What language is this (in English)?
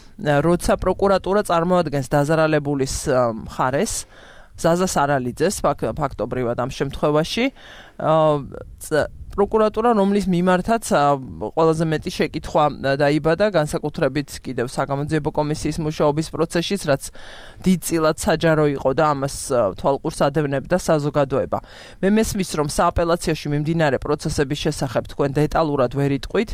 Georgian